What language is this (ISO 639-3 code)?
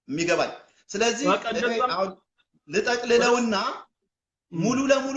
amh